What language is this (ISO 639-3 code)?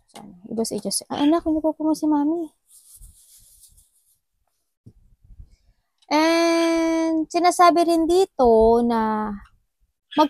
fil